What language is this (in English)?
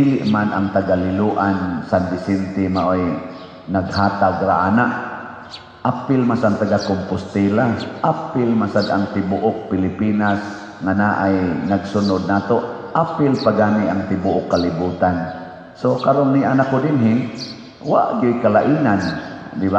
Cebuano